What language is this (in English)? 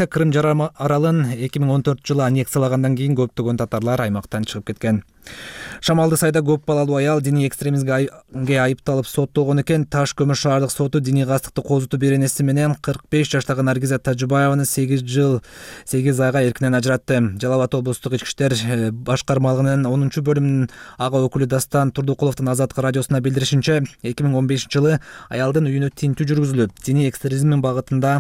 Kyrgyz